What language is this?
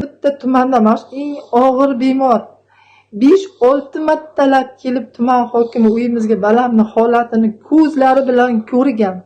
Uzbek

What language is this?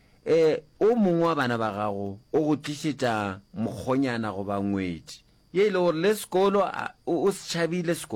Northern Sotho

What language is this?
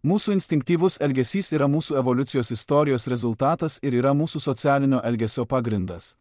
Lithuanian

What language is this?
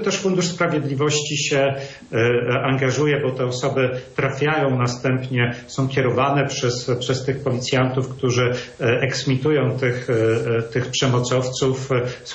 Polish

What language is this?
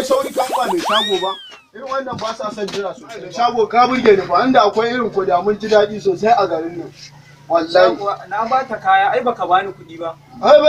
Hausa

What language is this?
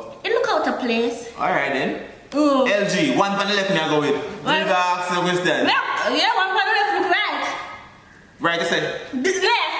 Jamaican Creole English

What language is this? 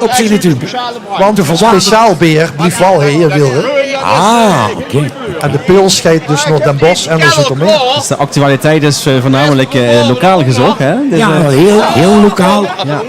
Limburgish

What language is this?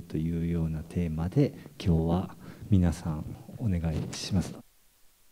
Japanese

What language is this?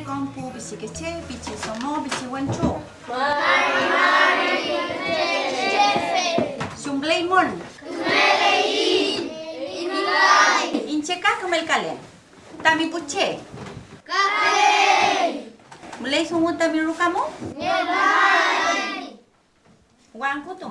Mapuche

